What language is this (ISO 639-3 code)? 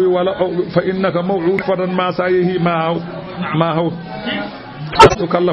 ful